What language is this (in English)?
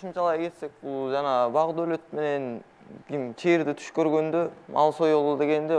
Kyrgyz